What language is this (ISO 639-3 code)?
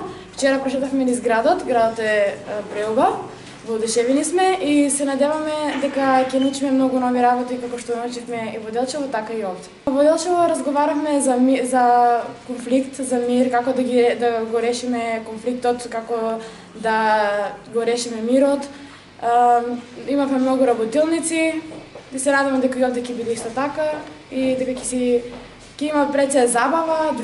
mkd